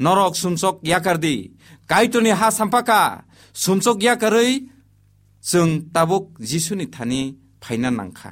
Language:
Kok Borok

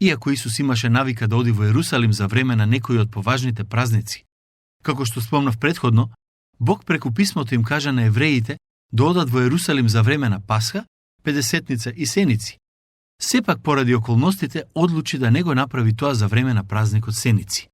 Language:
Macedonian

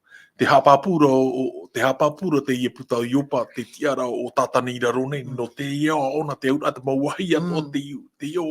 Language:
Tahitian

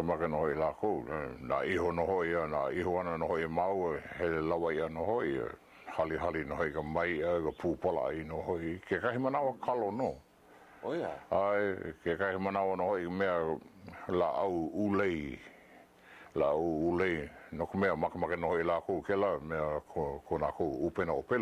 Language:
Hawaiian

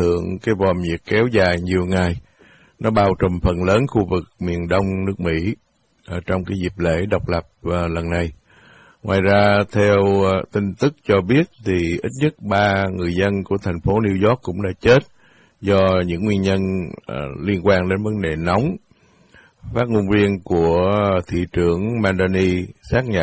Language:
Vietnamese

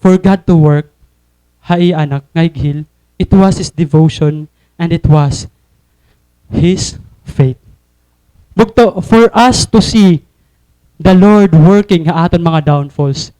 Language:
Waray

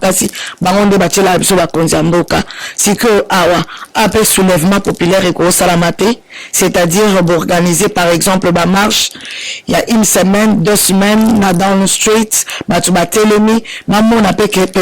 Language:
Lingala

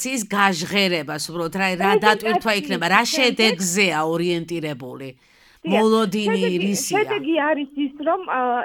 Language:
Georgian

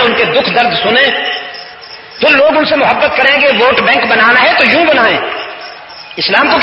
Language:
Urdu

